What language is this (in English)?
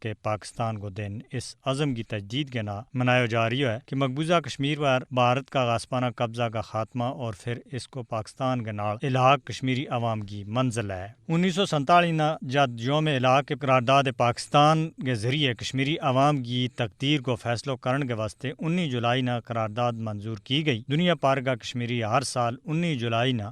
Gujari